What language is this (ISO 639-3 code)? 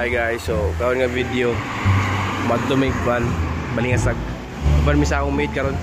ceb